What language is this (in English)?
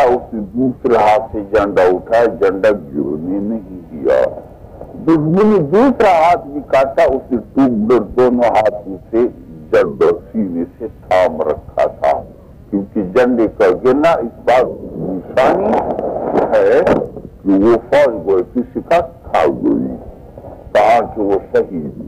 Urdu